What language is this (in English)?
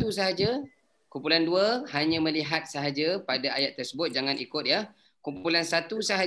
Malay